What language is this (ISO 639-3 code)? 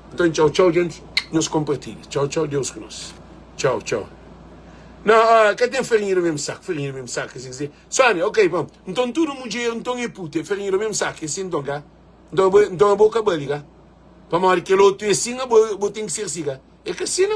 kea